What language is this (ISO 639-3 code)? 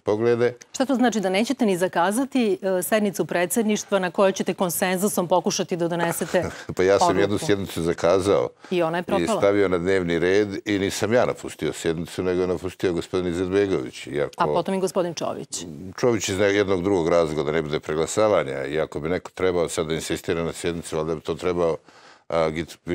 srp